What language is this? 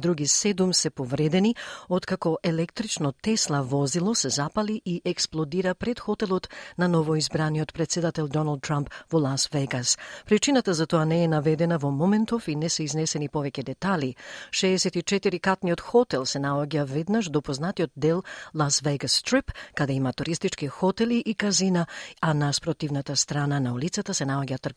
Macedonian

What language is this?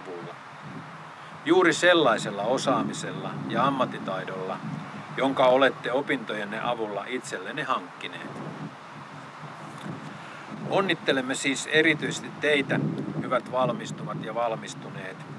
Finnish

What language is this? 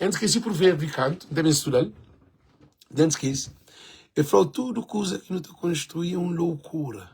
Kabuverdianu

